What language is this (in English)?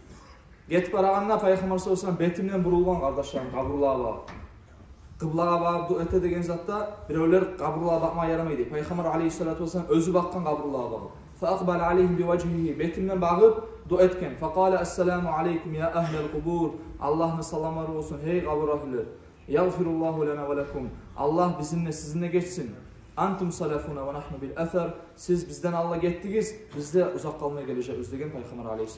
Kumyk